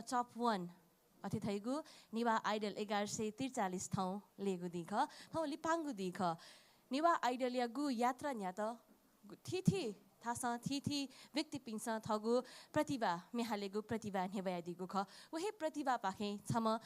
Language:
Newari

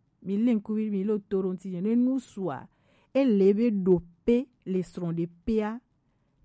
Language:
Gen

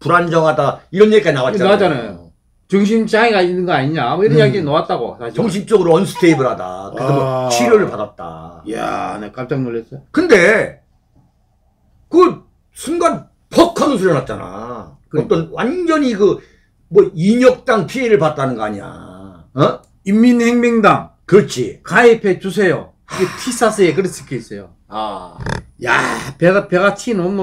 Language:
Korean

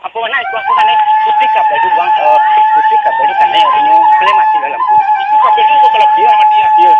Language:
Minangkabau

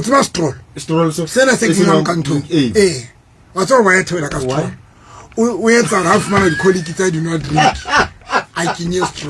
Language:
Southern Sotho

